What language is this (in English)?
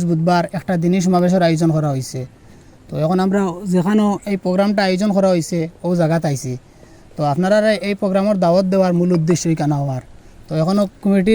Sylheti